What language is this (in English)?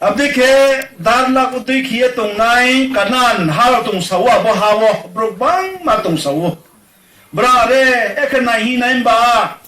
Riang (India)